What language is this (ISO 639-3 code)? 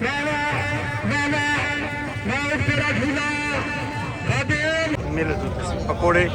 skr